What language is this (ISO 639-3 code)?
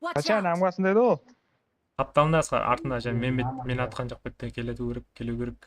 kaa